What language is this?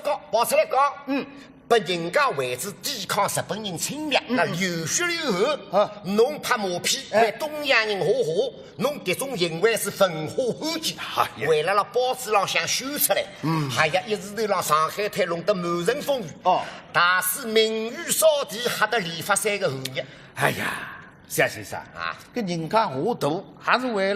Wu Chinese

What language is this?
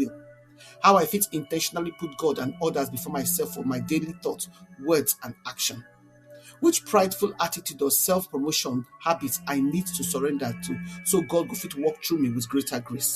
Nigerian Pidgin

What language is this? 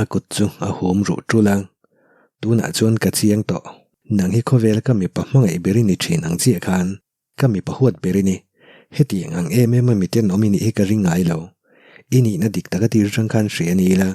Mizo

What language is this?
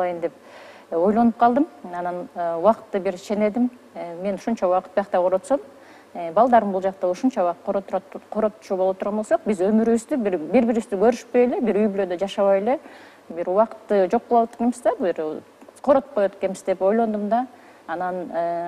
Kyrgyz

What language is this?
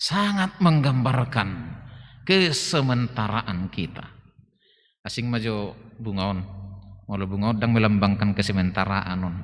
Batak Toba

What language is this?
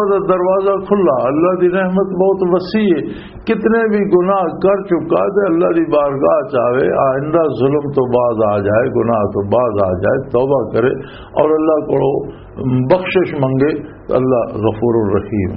Western Panjabi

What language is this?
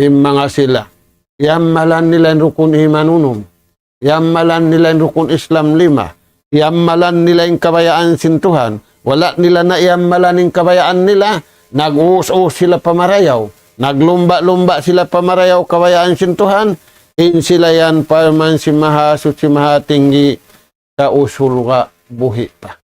Tausug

